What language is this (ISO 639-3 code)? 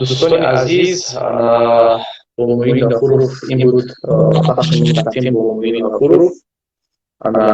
tgk